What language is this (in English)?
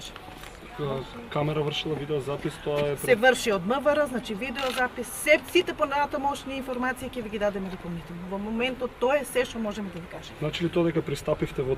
Macedonian